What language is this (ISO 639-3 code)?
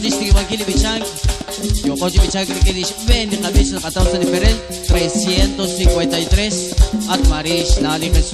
kek